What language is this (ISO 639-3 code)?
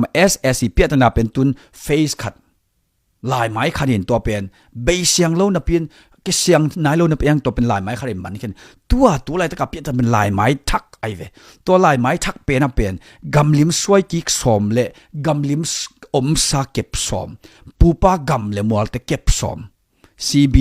ctd